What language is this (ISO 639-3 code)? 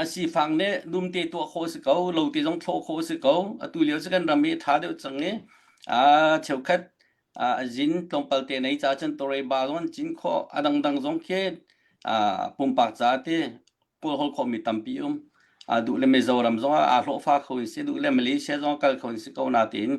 cnh